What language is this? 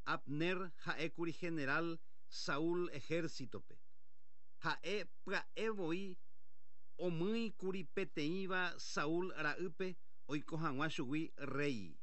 Guarani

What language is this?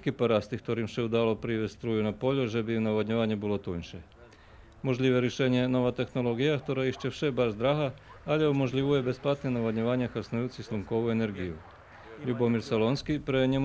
Rusyn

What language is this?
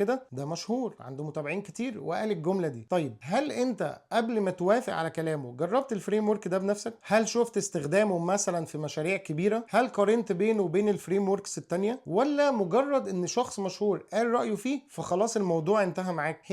Egyptian Arabic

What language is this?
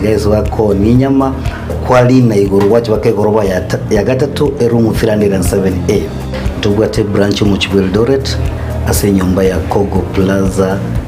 Gusii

